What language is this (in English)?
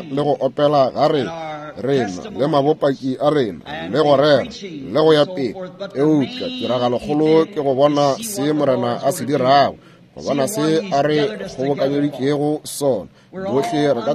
Northern Sotho